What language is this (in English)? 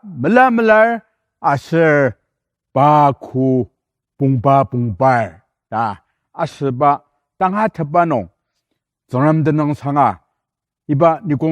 Ao Naga